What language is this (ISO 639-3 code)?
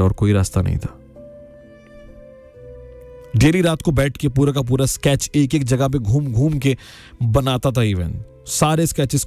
hin